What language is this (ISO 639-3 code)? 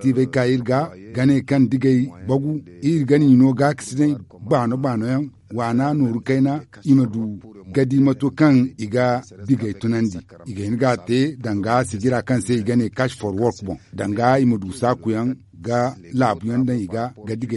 dje